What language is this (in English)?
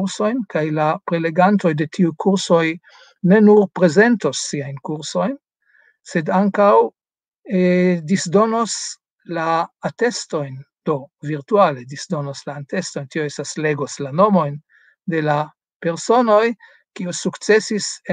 Esperanto